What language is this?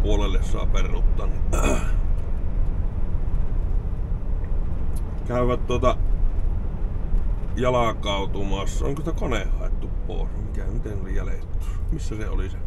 Finnish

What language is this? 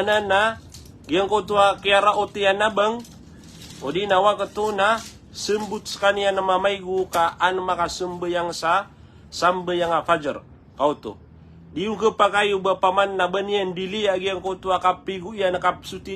Maranao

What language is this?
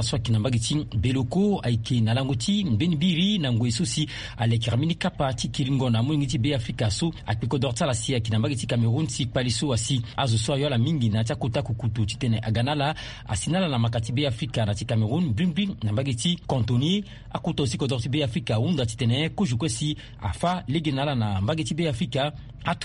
Sango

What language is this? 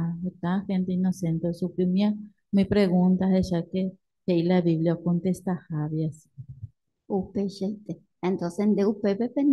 Guarani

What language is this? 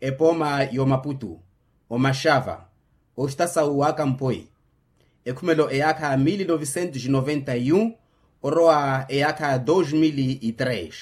Makhuwa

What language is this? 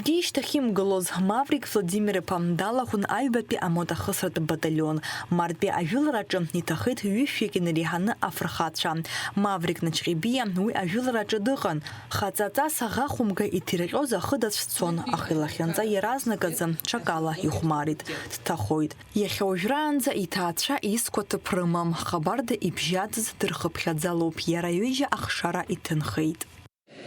Abkhazian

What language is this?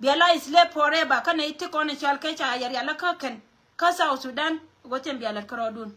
Nuer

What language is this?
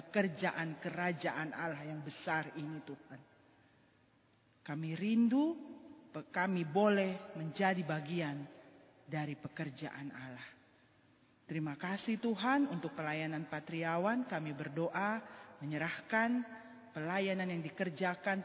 Indonesian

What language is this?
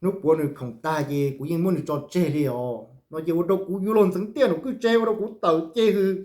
Hmong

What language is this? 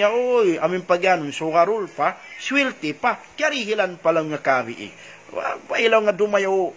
Tausug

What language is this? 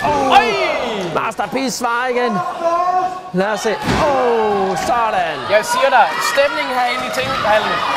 Danish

